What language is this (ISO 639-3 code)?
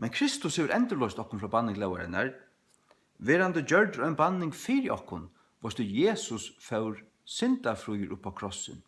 fao